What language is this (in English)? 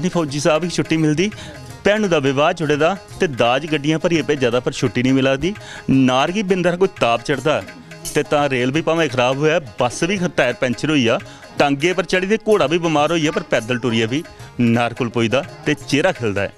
Dogri